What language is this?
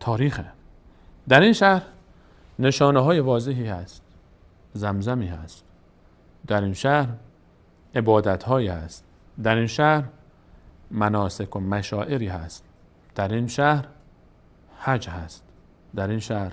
Persian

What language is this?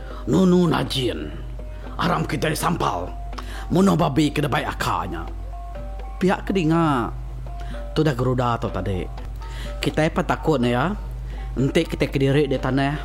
Iban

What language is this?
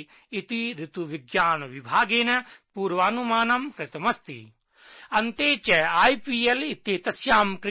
Sanskrit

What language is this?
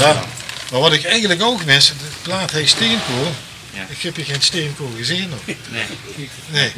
Limburgish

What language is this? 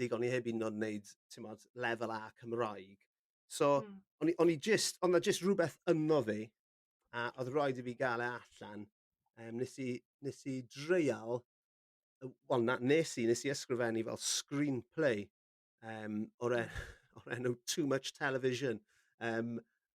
Welsh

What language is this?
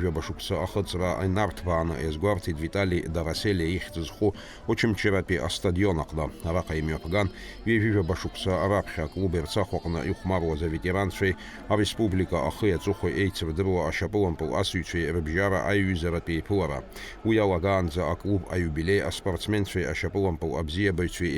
Abkhazian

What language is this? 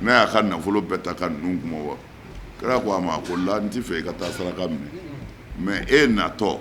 Bambara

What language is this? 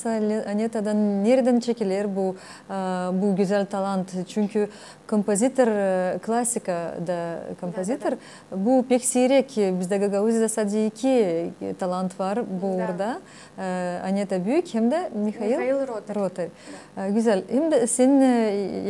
Gagauz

